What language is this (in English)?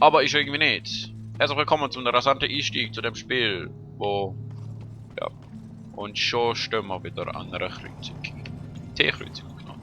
Swiss German